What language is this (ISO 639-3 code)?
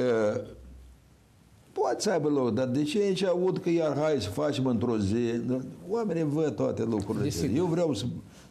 ron